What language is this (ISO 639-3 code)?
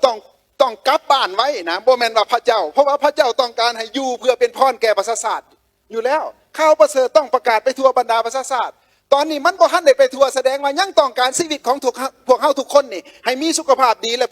lao